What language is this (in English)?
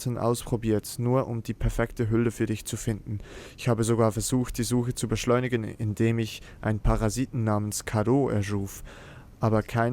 Swiss German